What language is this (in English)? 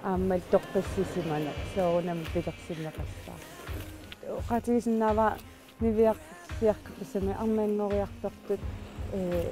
Kalaallisut